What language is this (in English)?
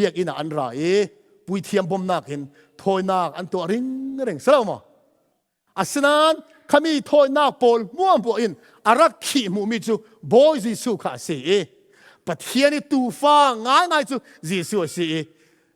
Falam Chin